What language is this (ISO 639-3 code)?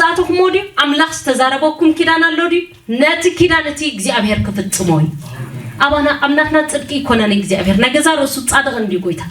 tir